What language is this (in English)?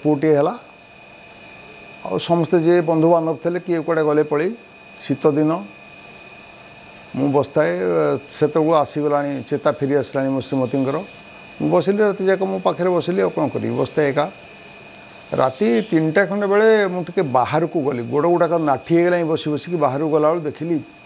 Odia